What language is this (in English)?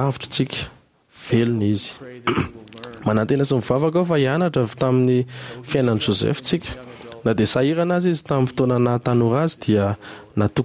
Malagasy